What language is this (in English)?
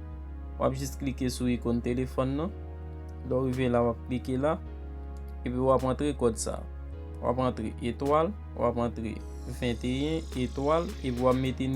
Haitian Creole